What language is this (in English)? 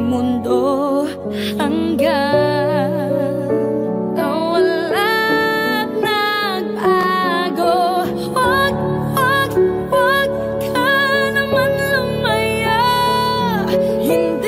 Filipino